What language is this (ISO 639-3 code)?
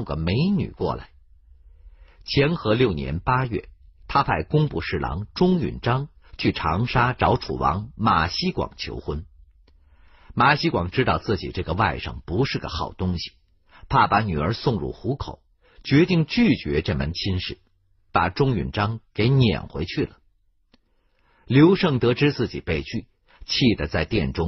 zho